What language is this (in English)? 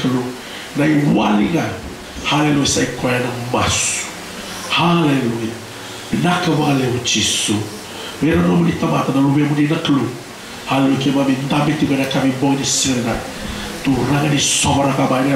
Fijian